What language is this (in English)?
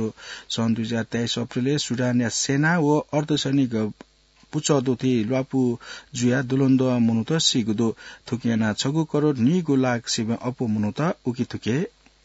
Newari